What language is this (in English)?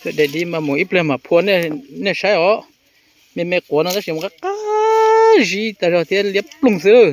Hmong